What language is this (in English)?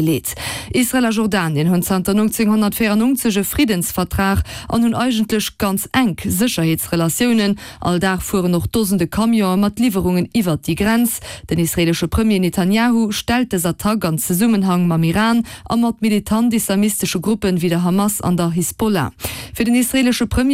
Luxembourgish